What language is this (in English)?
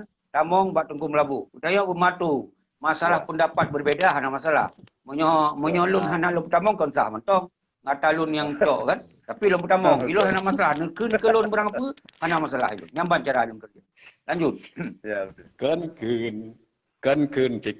Achinese